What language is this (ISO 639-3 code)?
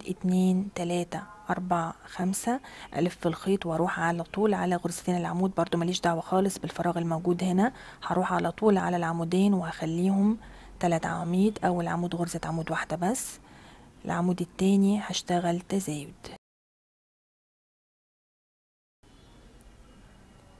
arz